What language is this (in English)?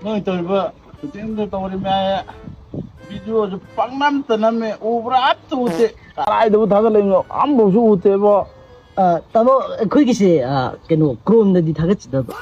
Manipuri